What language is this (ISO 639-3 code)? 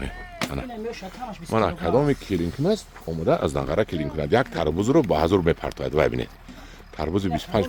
tgk